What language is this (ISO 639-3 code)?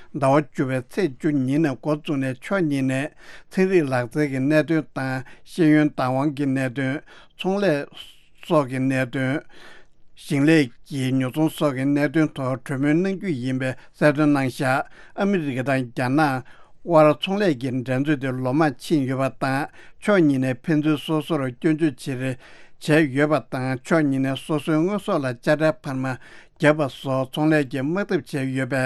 bod